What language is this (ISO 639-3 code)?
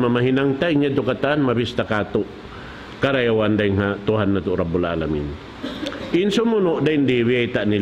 tsg